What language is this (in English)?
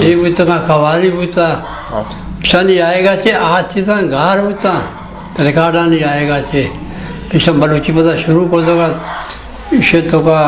Eastern Balochi